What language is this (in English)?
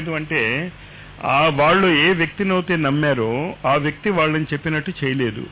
Telugu